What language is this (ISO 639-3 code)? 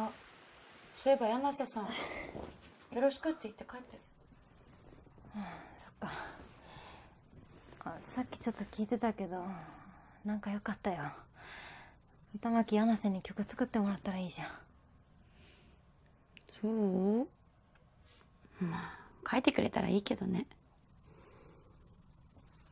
jpn